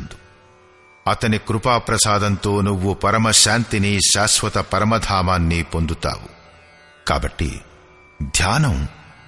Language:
Telugu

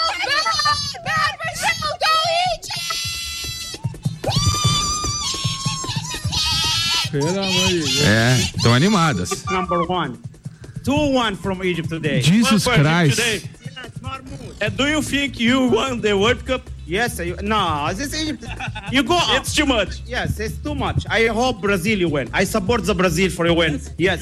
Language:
Portuguese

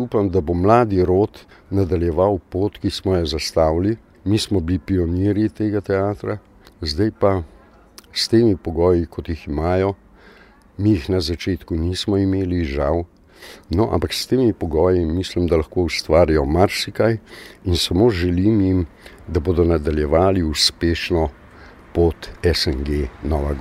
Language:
Slovenian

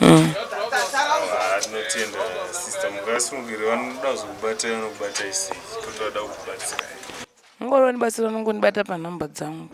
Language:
Shona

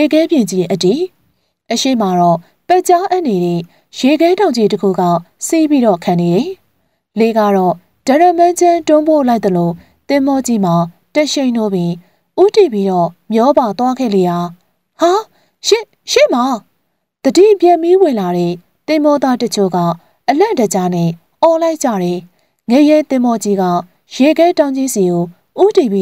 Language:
Burmese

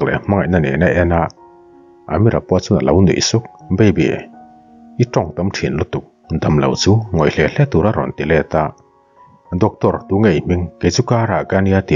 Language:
Mizo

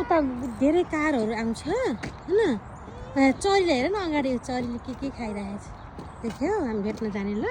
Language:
Nepali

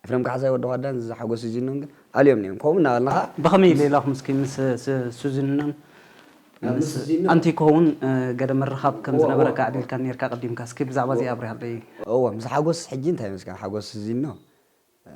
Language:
Tigrinya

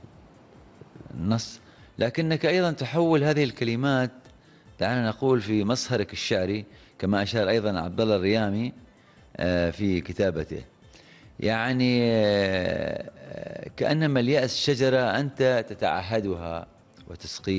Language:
Arabic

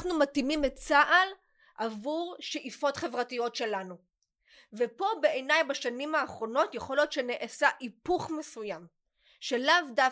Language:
Hebrew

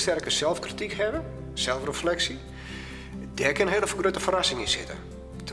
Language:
Western Frisian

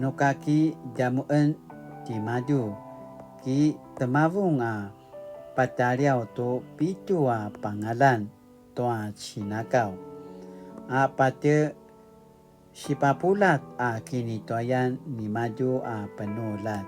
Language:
Paiwan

